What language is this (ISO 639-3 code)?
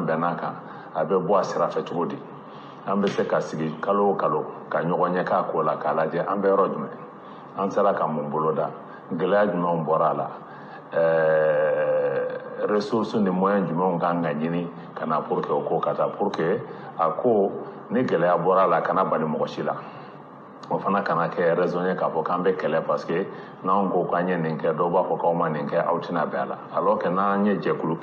bam